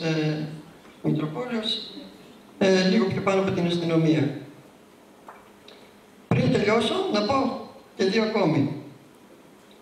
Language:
Greek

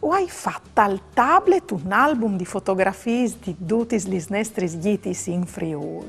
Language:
Friulian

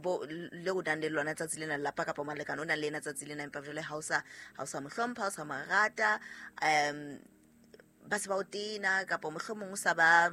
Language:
Southern Sotho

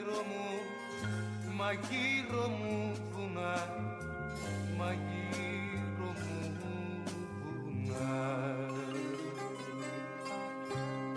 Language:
Greek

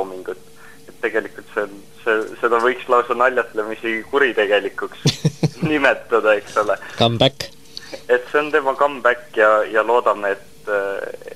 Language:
Estonian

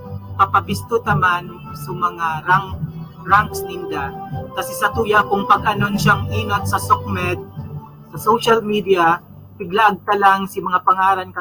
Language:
Bikol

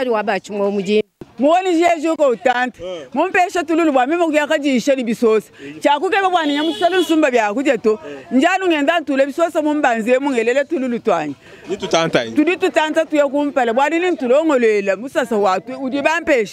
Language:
Luba-Lulua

